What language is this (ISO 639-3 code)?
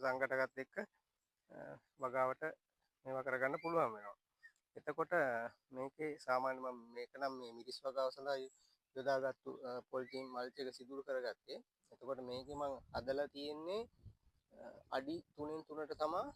sin